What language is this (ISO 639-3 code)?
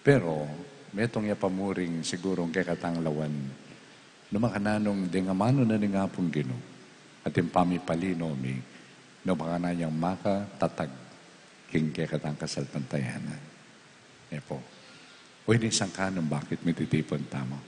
pam